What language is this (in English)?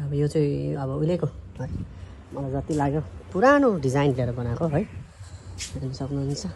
Nepali